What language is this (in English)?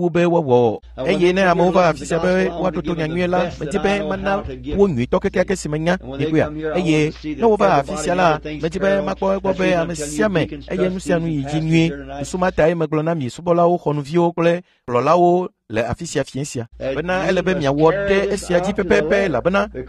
Ewe